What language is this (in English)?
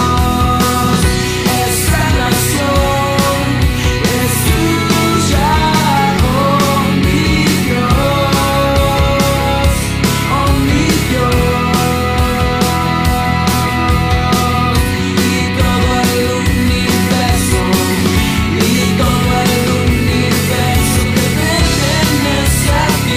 Spanish